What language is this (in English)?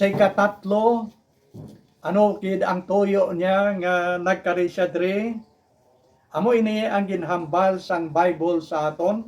Hiligaynon